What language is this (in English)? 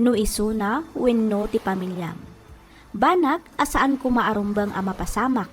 Iloko